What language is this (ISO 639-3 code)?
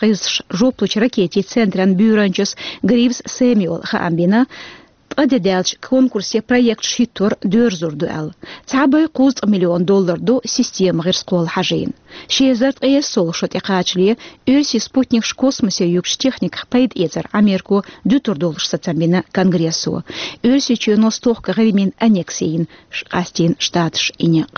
che